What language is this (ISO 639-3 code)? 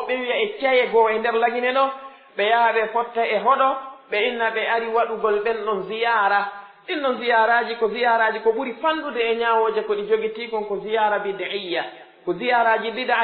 fuf